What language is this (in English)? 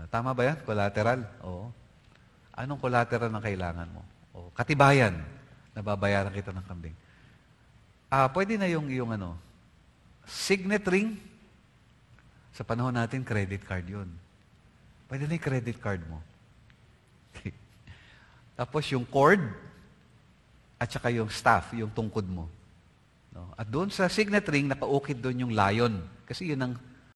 Filipino